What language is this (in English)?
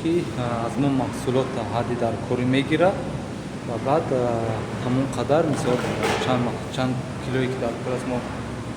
Tajik